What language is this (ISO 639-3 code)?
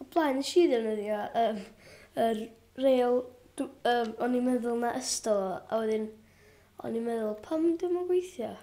cym